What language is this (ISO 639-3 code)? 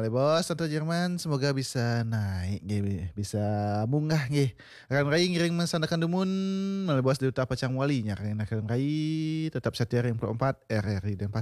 ban